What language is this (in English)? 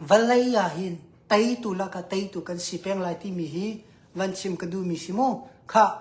Hakha Chin